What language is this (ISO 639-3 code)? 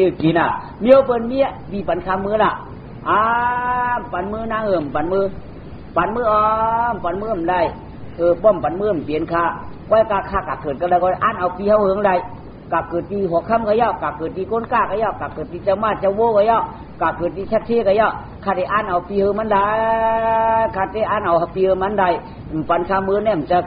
shn